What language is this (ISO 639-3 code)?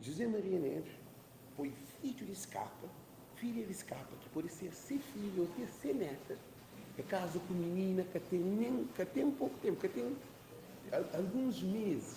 kea